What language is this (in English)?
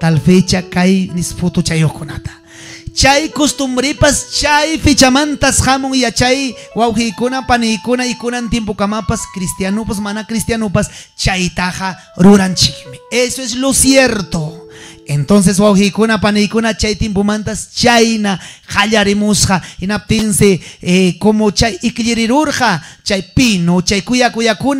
Ayacucho Quechua